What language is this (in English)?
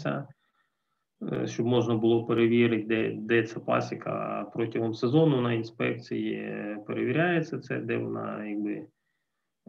Ukrainian